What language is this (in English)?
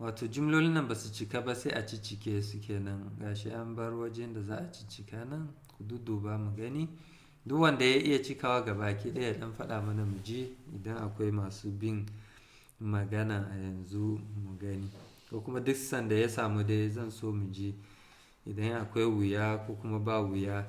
Hausa